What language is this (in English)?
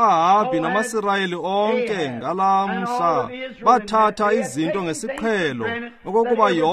Xhosa